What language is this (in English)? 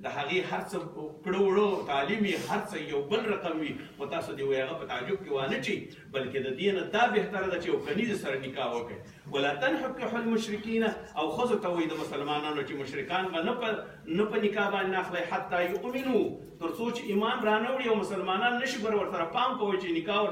Pashto